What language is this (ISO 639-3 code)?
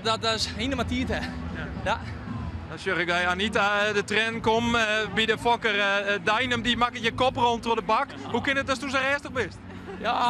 fry